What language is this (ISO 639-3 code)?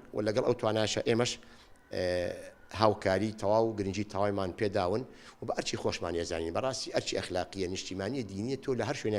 ckb